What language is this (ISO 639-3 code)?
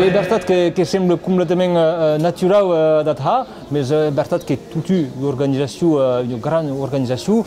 oci